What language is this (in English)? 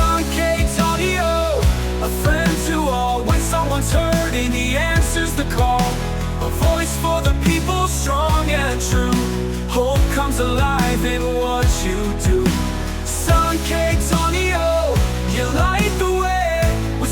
Waray